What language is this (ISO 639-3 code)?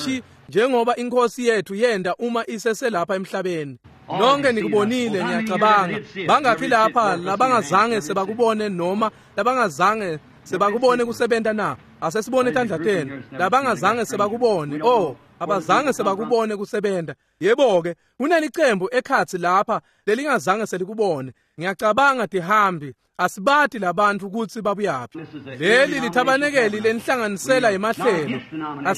ssw